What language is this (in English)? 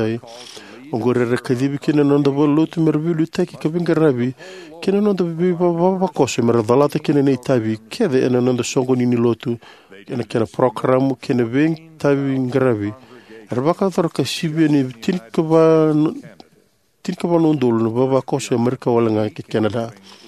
Fijian